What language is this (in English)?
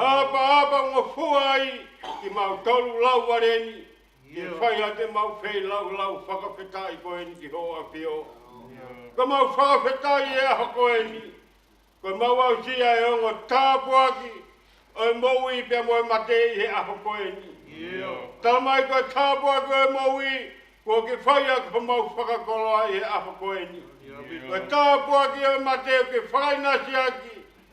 Tongan